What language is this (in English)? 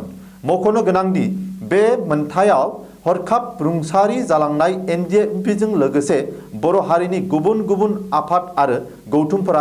Bodo